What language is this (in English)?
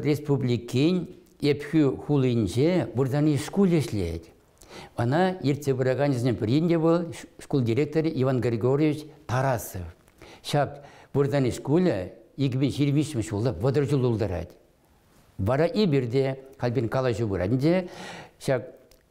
Chuvash